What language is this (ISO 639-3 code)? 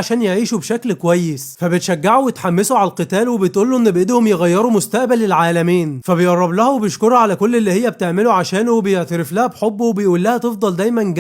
arz